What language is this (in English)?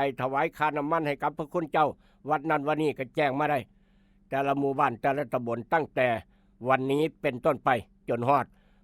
Northeastern Thai